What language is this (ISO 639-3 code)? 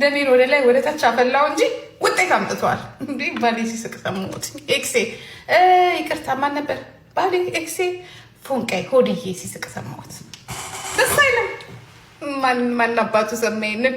amh